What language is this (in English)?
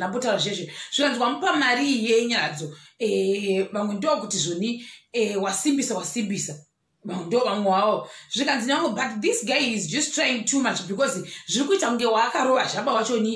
Shona